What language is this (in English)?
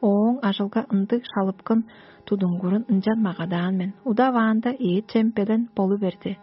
Tuvinian